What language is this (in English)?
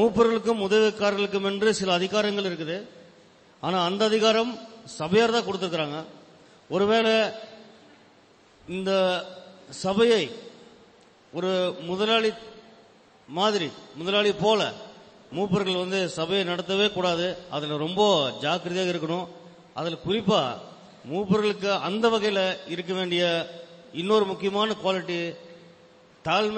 Tamil